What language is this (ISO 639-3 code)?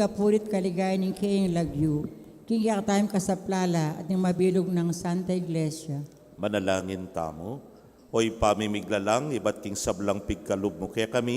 pam